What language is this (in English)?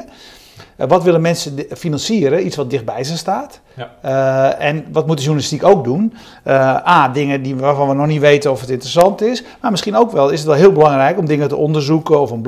Dutch